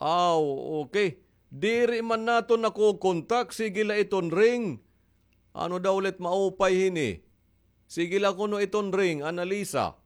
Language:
Waray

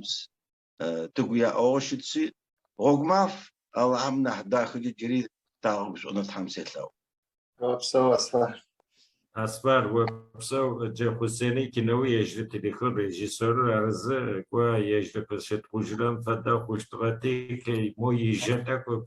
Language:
Adyghe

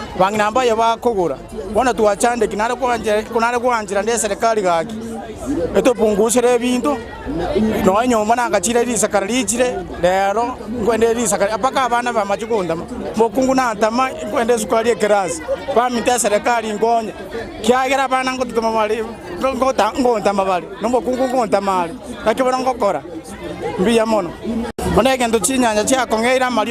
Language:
Gusii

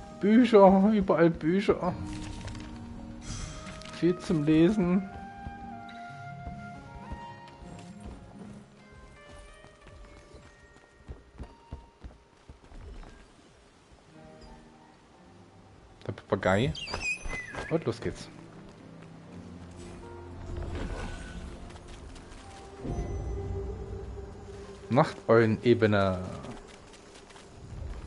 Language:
German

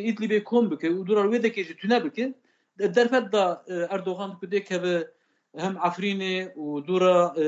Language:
Kurdish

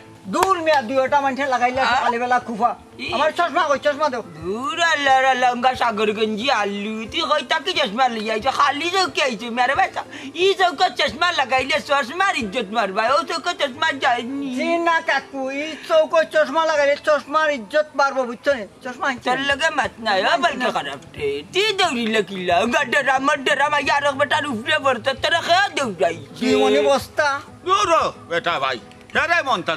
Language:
Sylheti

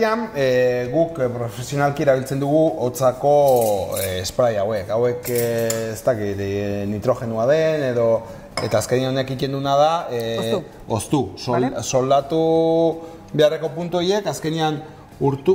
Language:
Basque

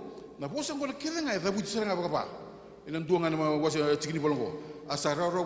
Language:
Fijian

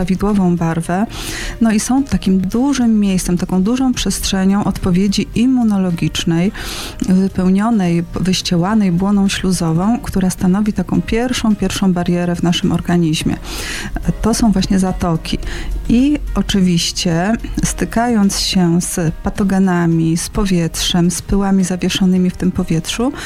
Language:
Polish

